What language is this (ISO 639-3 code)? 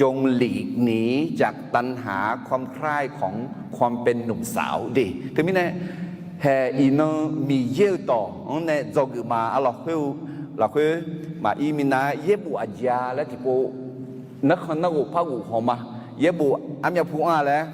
ahk